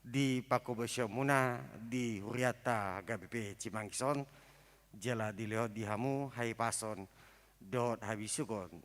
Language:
Batak Toba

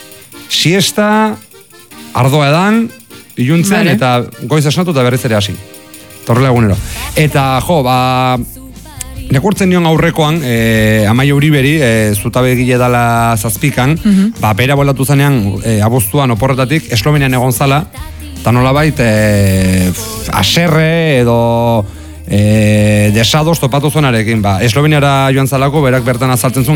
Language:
Basque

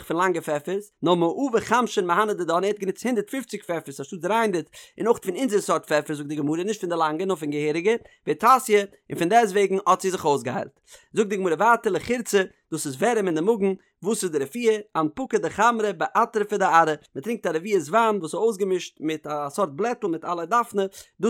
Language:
Yiddish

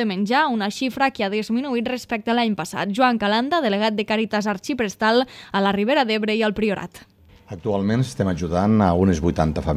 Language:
Catalan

